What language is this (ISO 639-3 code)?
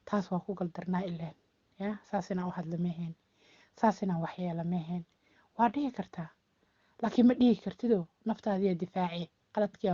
som